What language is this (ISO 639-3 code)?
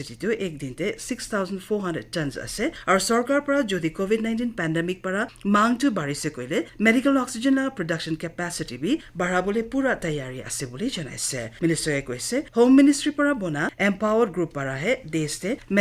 nag